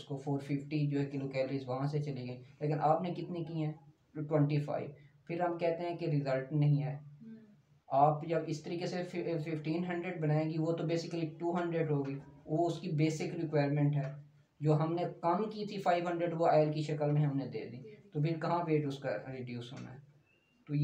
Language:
Hindi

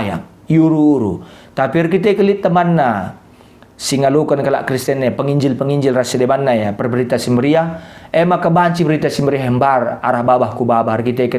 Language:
Batak Karo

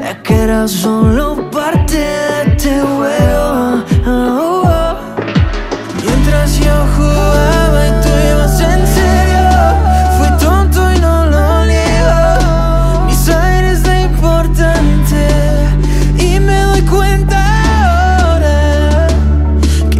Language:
Spanish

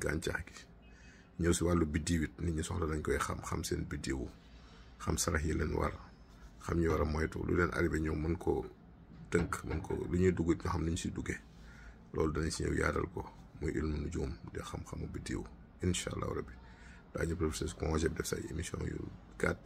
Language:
Wolof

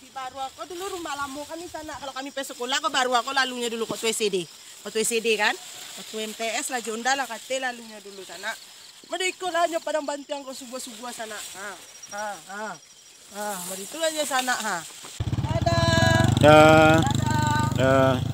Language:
Minangkabau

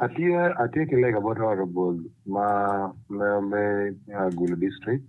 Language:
Acoli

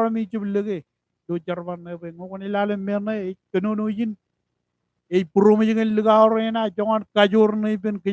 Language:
Marshallese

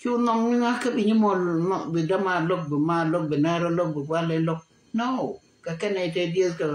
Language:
Nuer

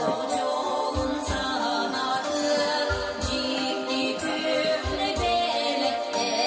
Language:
Yakut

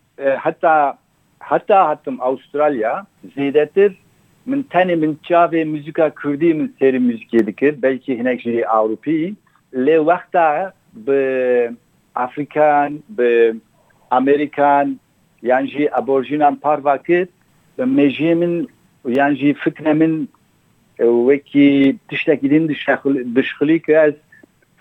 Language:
Kurdish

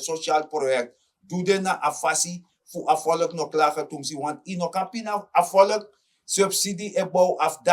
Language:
Sranan Tongo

